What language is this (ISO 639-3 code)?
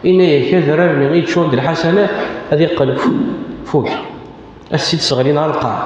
kab